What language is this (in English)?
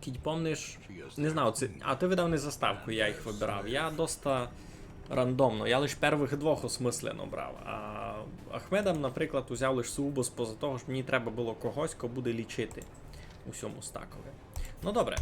Rusyn